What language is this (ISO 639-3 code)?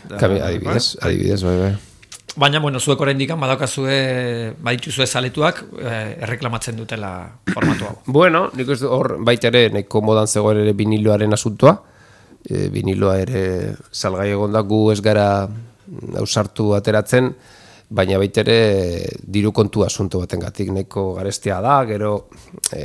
eus